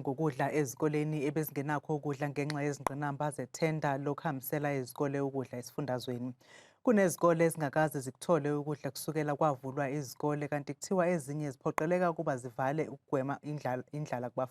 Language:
Zulu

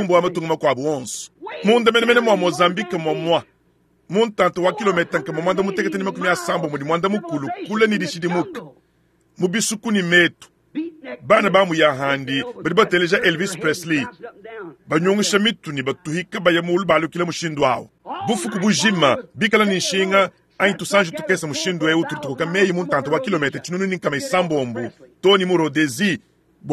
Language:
Luba-Lulua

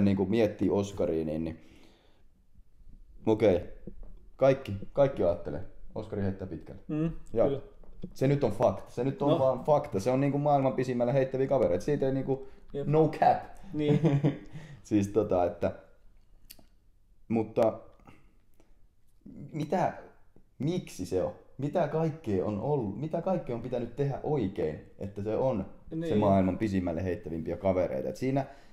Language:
Finnish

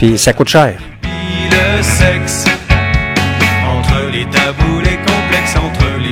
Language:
French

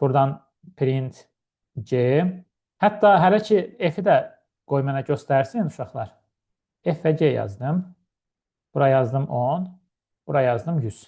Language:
Azerbaijani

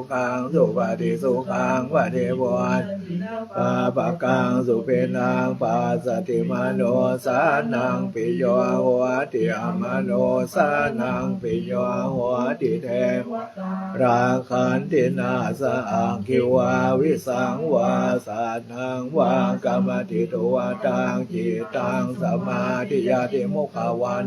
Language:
Pali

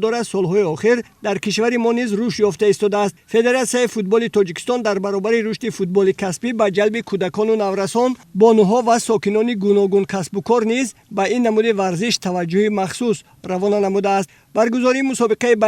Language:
Tajik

